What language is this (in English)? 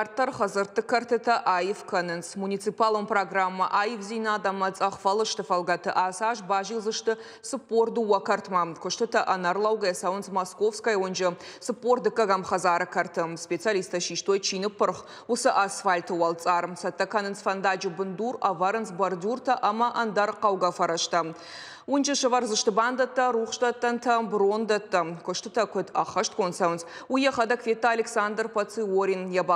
Ossetic